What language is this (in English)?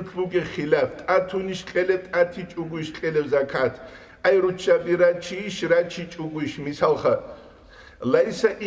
Avaric